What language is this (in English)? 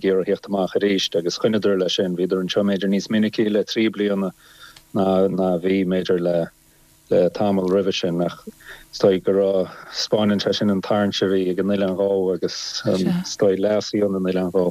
Irish